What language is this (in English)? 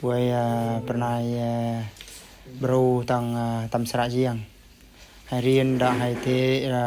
Eastern Bru